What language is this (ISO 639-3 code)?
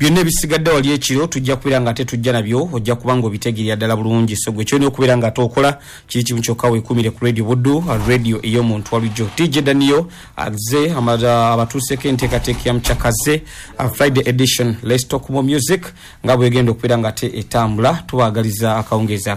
lug